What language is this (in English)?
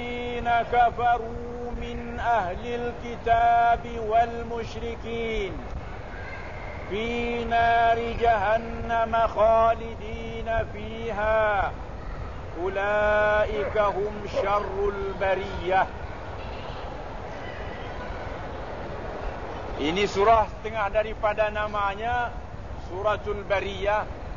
Malay